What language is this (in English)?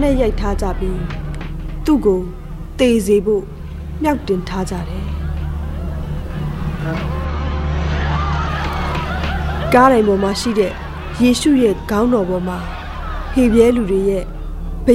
Burmese